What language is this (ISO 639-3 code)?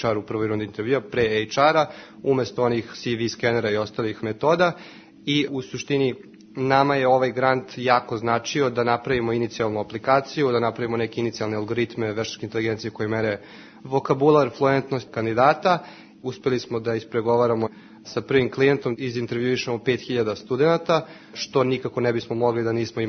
srp